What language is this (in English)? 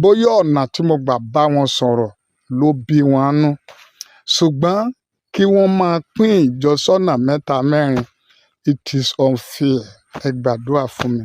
Yoruba